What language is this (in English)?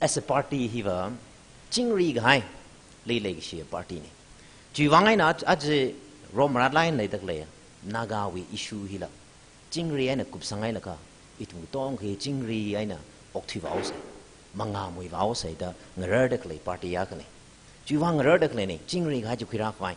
Tangkhul Naga (India)